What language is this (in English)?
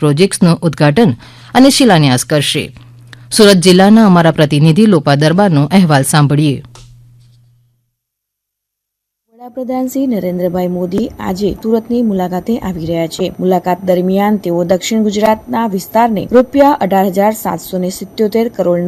Gujarati